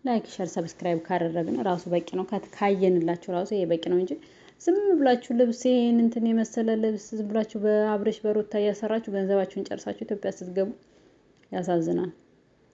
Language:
Amharic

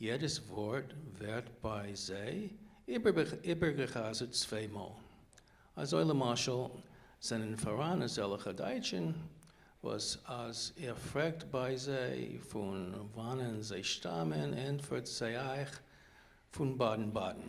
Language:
Yiddish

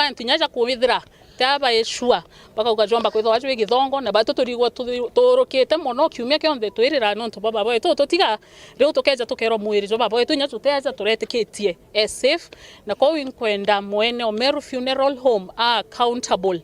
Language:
Meru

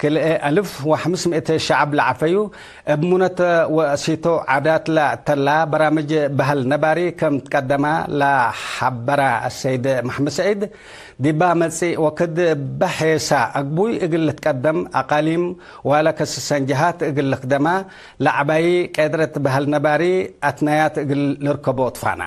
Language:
Tigre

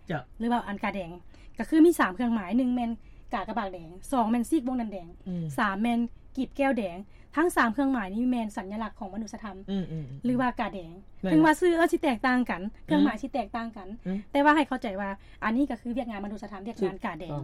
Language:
Lao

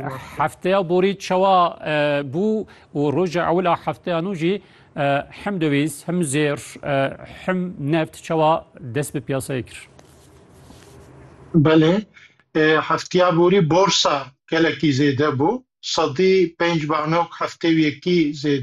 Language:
Kurdish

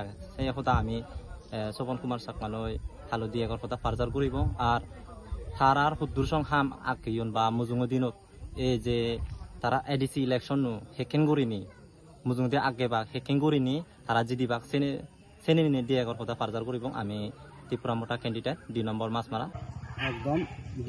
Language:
Chakma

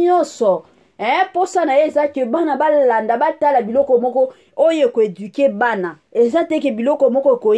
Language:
Lingala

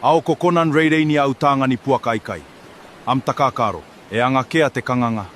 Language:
Gilbertese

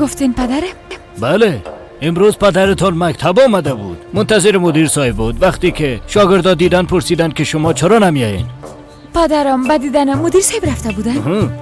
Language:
Persian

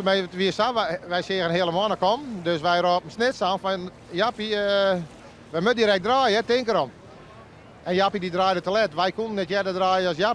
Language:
Western Frisian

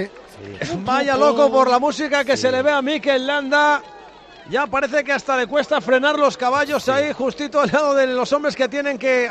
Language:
Spanish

